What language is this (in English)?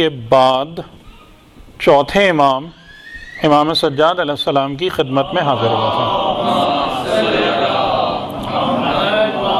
Urdu